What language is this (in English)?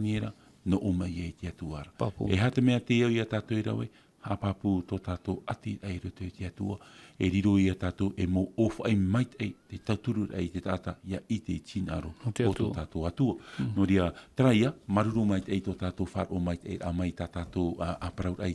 Tahitian